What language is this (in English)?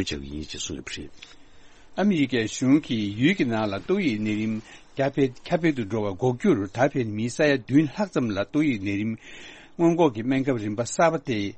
Tibetan